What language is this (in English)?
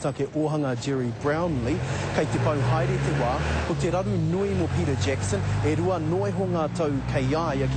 Māori